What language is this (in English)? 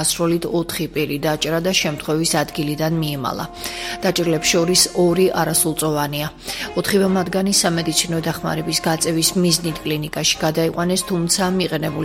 Georgian